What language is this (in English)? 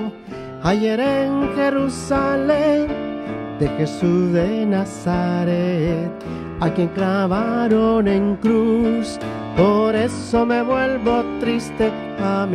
Spanish